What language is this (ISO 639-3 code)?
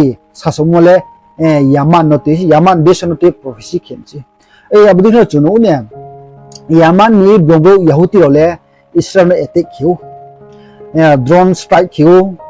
ria